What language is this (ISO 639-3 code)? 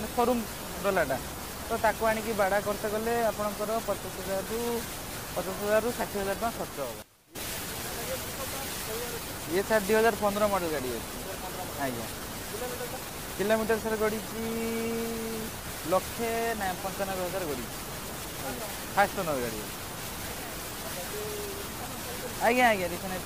ori